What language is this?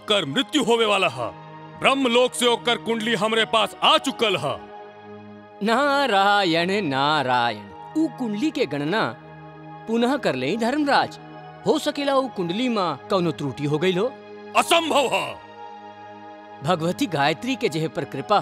Bhojpuri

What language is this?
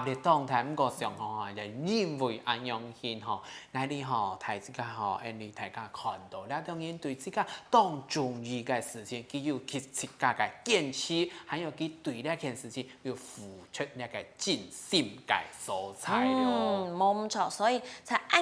Hakka Chinese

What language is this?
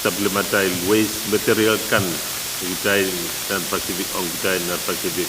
Pohnpeian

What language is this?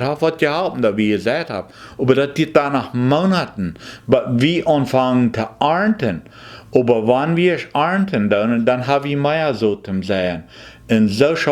Plautdietsch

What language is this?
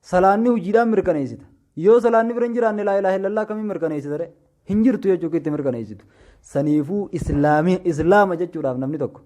Oromo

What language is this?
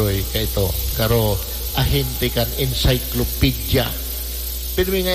Bikol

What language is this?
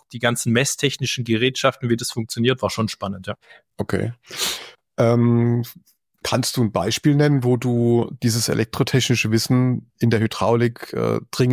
German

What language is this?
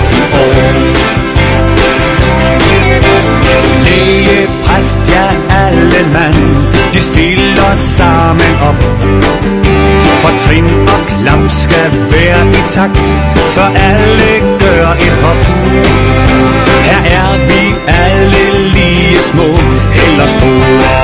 Danish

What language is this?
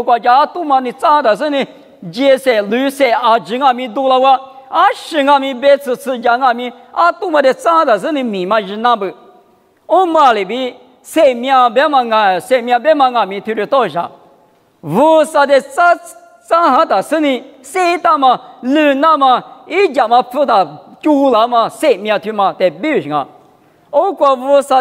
Lisu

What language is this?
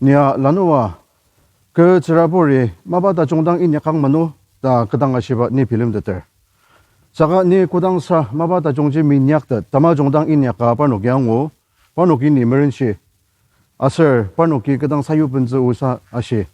Ao Naga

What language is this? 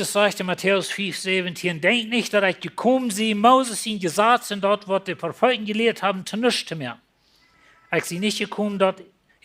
Plautdietsch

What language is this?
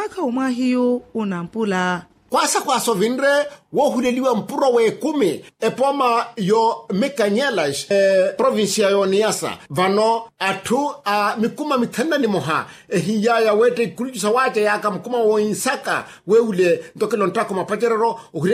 Makhuwa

